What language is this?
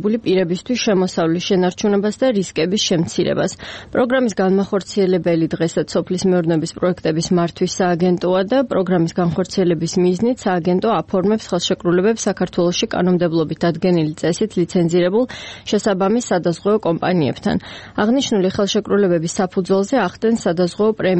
Georgian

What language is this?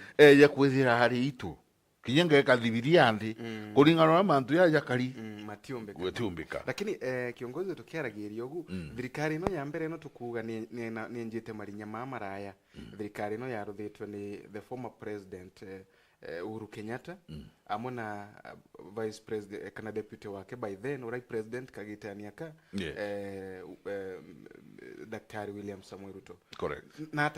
Meru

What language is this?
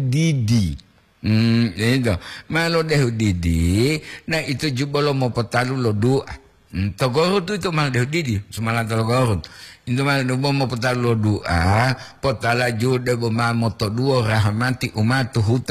Gorontalo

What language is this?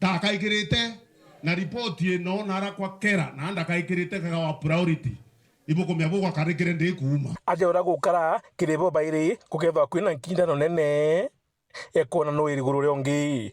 Meru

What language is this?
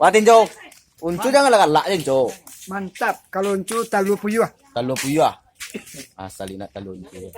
Minangkabau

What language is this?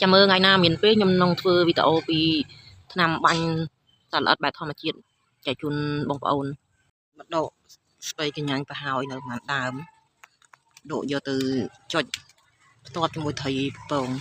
Khmer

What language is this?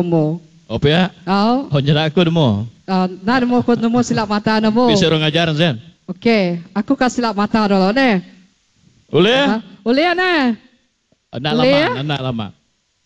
Iban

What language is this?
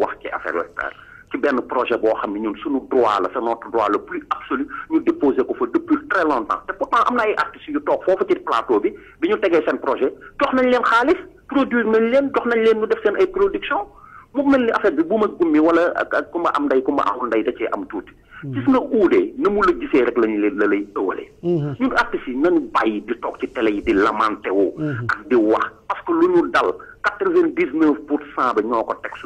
Wolof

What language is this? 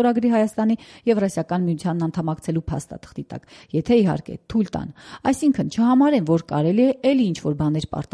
Armenian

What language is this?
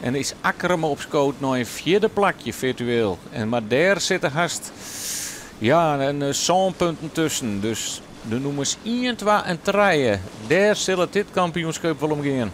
Western Frisian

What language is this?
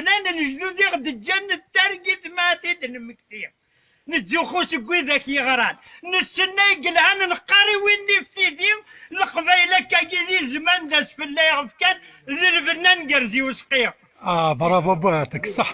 Kabyle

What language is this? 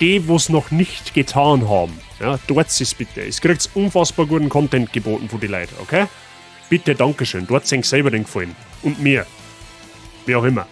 Bavarian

